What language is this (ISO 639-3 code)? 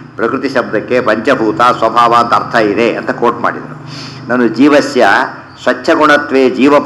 kan